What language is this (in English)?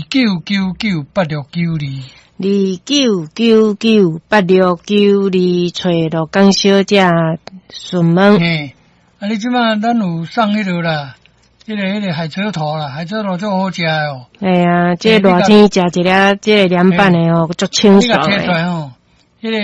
Min Nan Chinese